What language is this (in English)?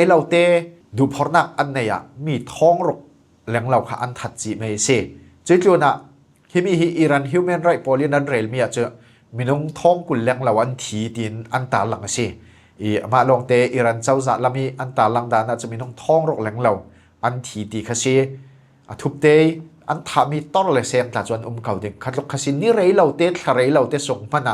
Falam Chin